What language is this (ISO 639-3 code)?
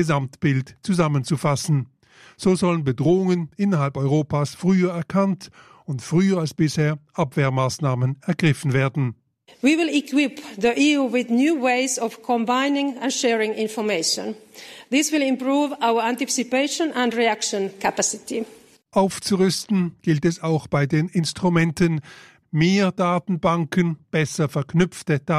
deu